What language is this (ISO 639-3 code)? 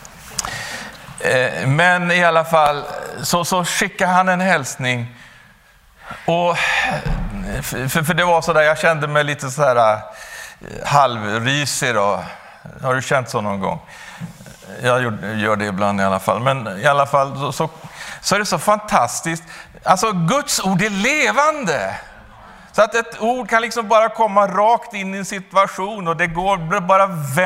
swe